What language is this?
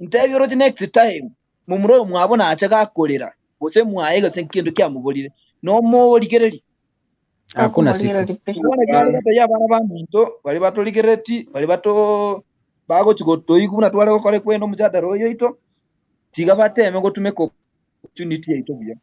Gusii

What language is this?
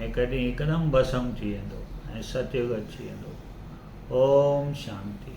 Sindhi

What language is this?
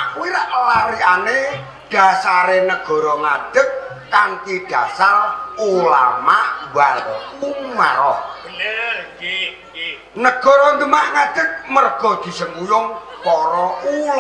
Javanese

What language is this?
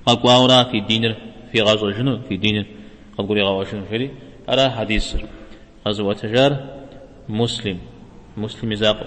Kabardian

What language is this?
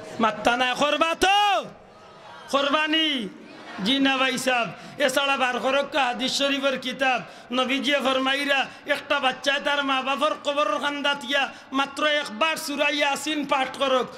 Sylheti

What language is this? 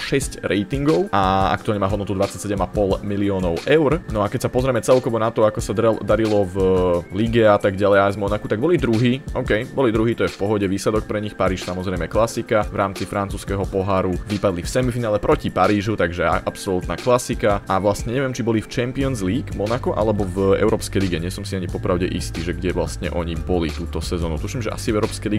Slovak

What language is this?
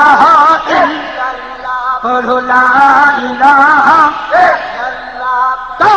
Saraiki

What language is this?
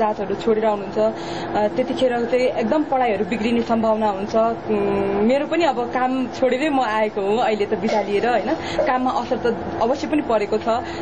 Nepali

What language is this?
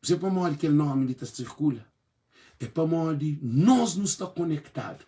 Kabuverdianu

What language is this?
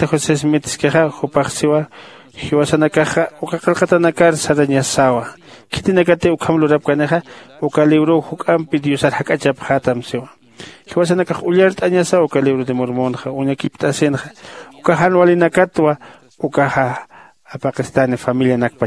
Aymara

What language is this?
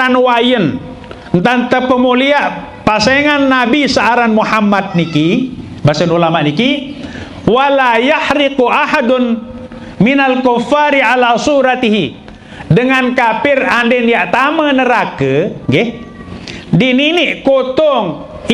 Sasak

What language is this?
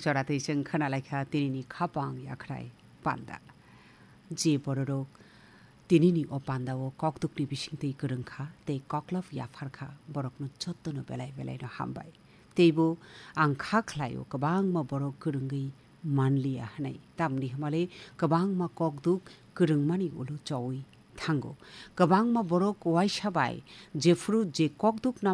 Kok Borok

